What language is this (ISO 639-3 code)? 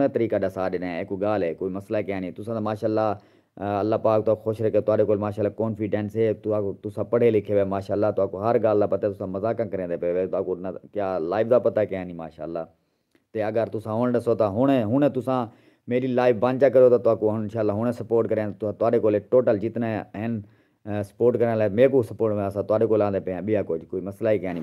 skr